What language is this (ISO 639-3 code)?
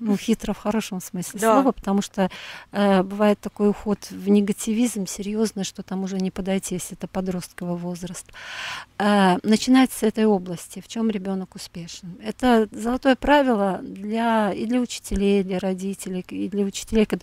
rus